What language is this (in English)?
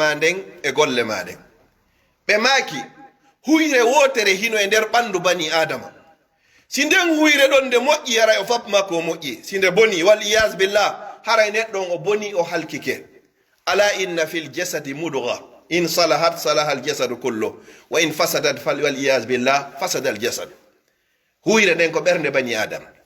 Pular